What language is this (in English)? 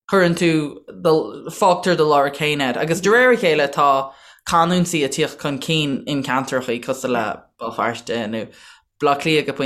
Irish